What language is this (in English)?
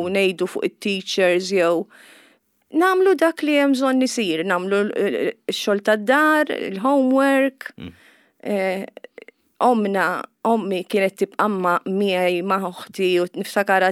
Maltese